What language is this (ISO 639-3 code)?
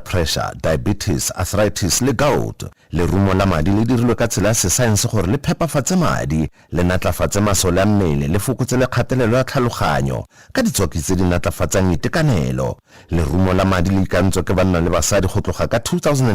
tsn